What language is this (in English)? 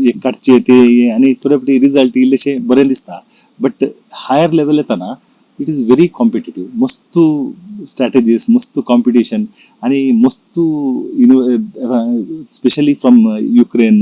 Konkani